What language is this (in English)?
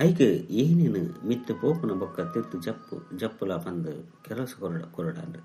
Tulu